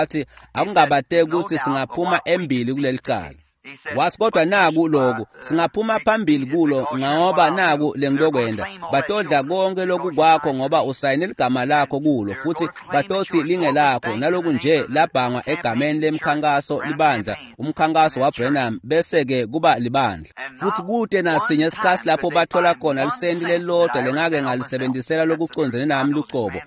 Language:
Swati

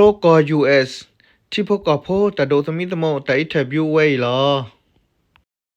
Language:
S'gaw Karen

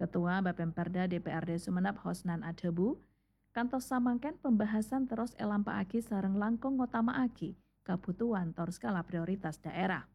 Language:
Madurese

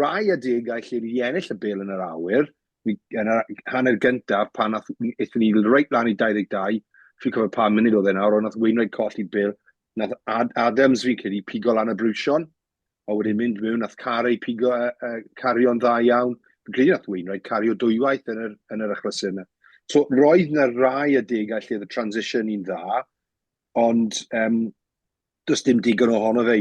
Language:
Welsh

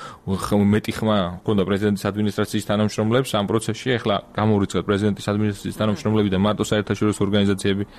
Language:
Georgian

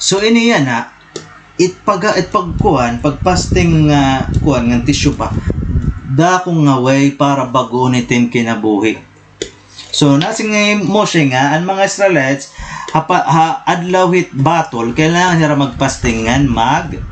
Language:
Waray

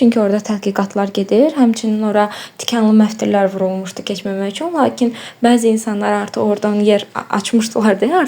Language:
Azerbaijani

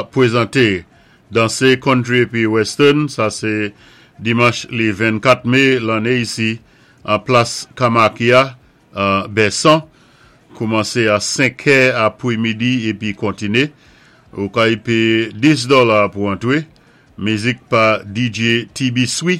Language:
Saint Lucian Creole French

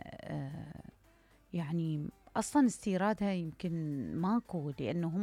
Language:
Mesopotamian Arabic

